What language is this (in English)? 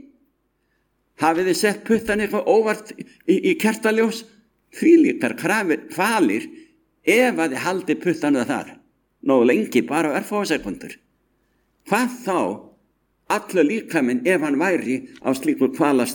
Icelandic